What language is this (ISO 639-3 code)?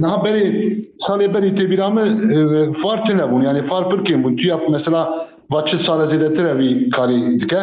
kur